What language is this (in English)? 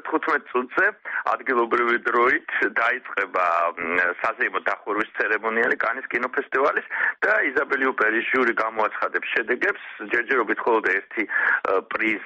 Georgian